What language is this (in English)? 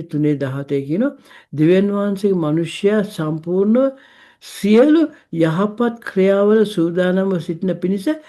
Sinhala